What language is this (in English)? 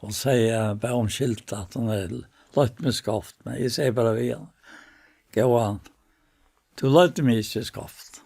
Faroese